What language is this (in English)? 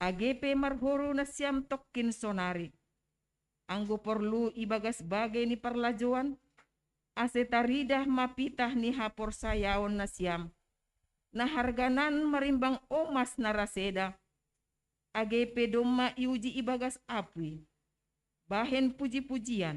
Batak Simalungun